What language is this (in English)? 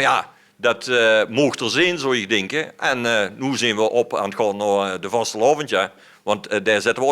Limburgish